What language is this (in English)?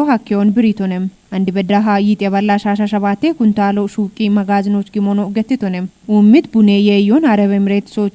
Kafa